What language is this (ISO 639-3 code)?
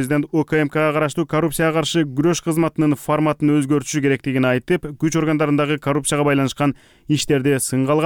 kir